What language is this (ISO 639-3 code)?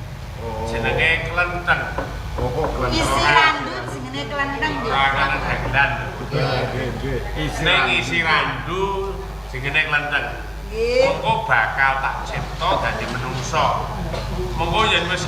jav